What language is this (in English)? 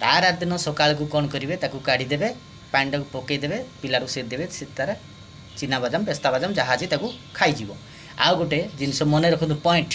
Odia